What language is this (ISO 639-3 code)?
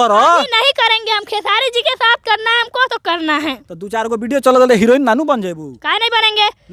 bho